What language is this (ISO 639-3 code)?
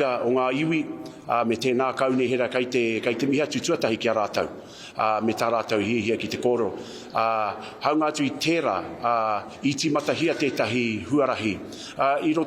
mri